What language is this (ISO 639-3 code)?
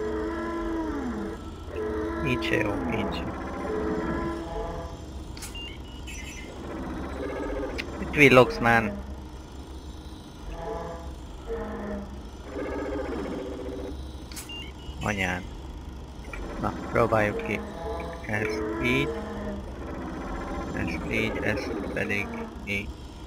hun